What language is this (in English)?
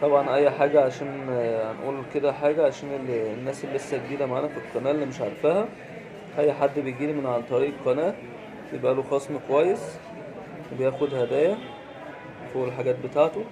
Egyptian Arabic